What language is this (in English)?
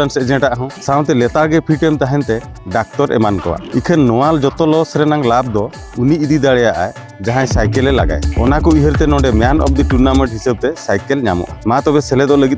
Santali